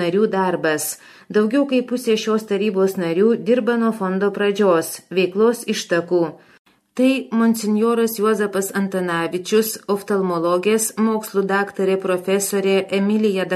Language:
Lithuanian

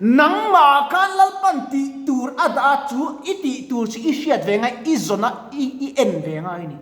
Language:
Mizo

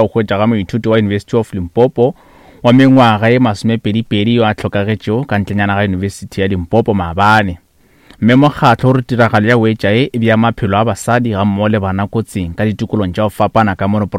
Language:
Northern Sotho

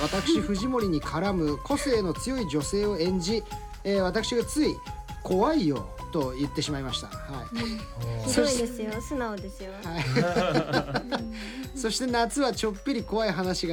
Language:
Japanese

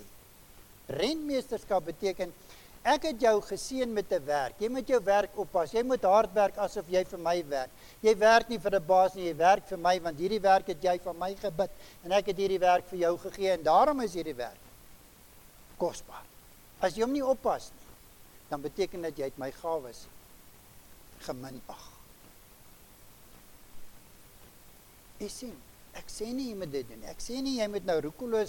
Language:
Afrikaans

